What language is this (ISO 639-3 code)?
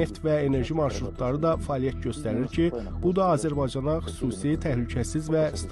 aze